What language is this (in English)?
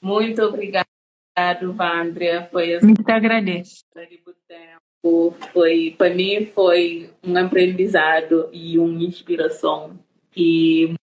Kabuverdianu